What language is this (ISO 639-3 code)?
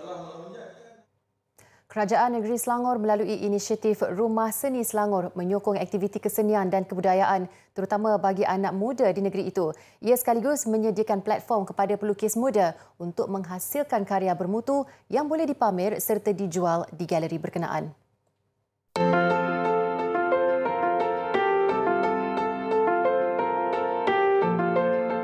msa